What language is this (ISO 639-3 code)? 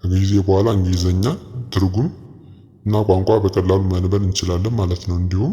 amh